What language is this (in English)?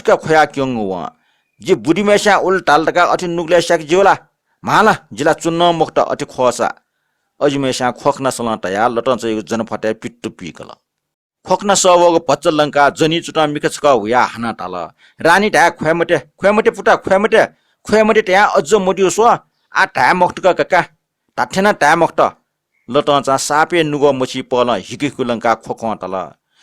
Newari